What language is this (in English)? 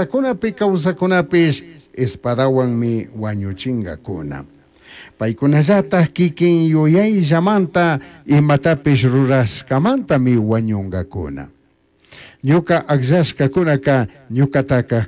Chimborazo Highland Quichua